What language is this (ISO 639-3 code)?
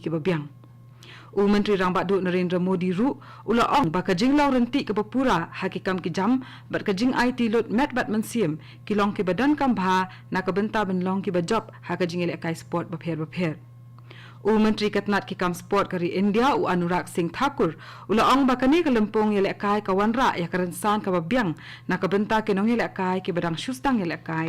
kha